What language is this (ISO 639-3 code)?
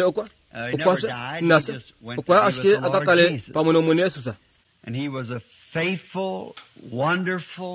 kua